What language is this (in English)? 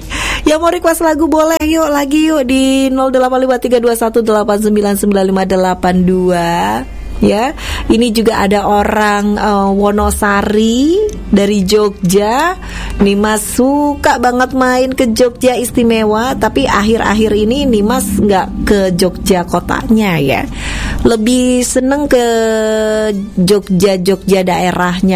Indonesian